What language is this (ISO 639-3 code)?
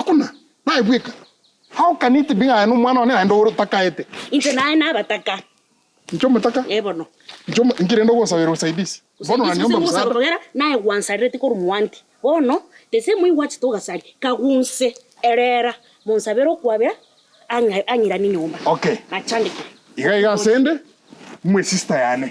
guz